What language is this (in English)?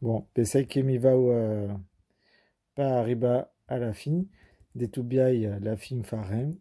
Occitan